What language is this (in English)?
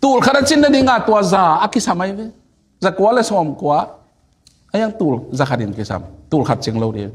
Tedim Chin